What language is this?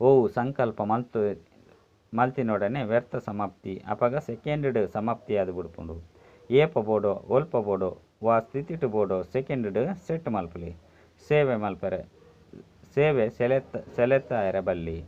Tulu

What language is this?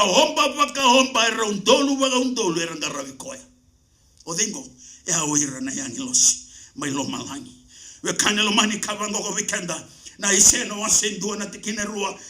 Fijian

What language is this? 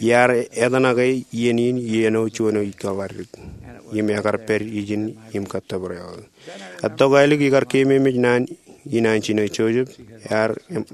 Marshallese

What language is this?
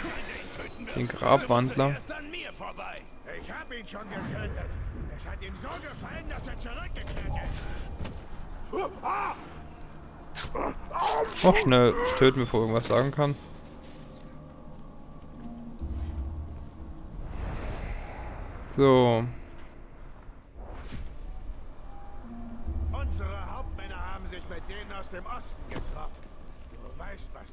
German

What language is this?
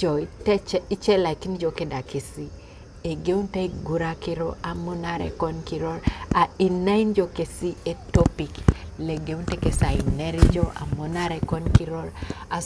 Teso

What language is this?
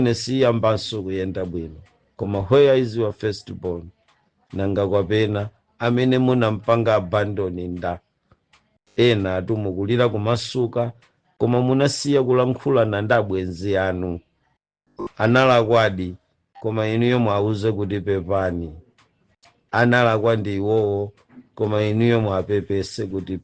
Nyanja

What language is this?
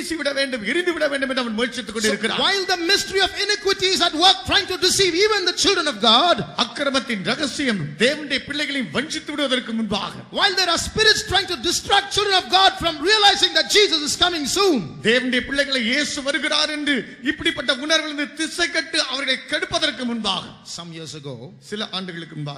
Tamil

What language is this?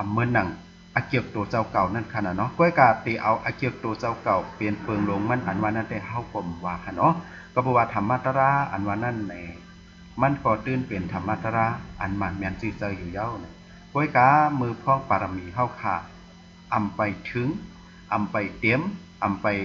Shan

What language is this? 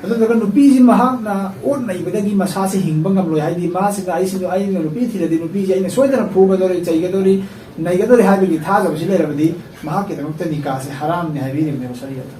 Manipuri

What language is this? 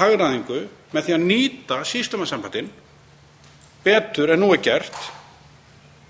Icelandic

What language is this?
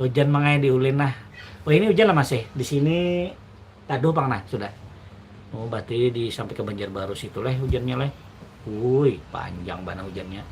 Banjar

